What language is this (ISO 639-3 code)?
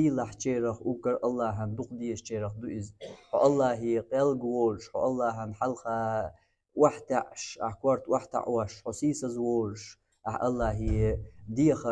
che